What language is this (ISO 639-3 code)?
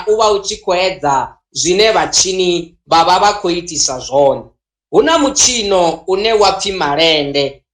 ven